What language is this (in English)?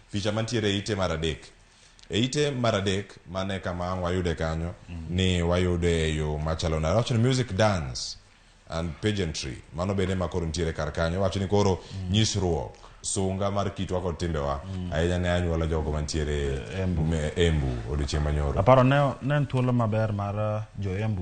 Luo (Kenya and Tanzania)